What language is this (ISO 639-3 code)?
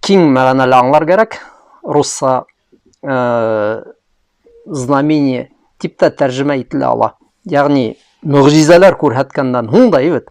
bak